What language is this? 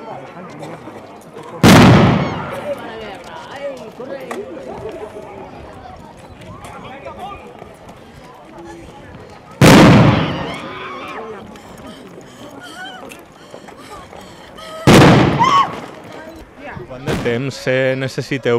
Catalan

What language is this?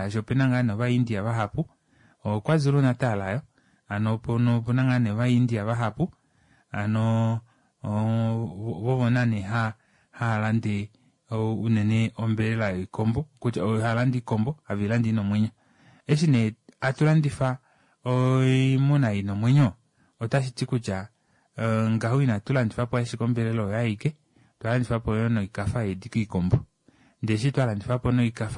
Kuanyama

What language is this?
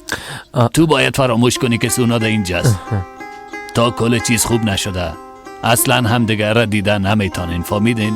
Persian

